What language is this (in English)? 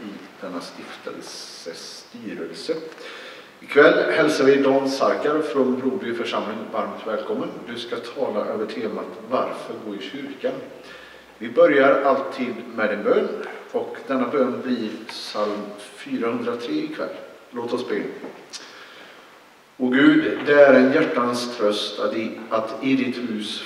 Swedish